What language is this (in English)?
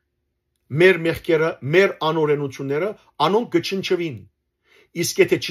Western Armenian